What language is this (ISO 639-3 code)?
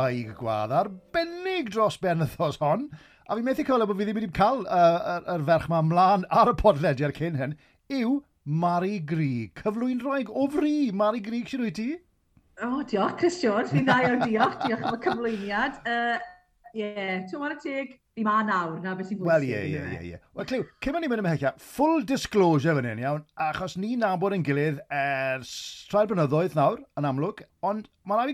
cym